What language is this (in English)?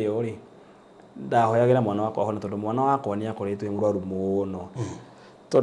Kikuyu